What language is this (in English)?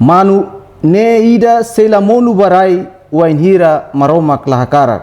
Tetum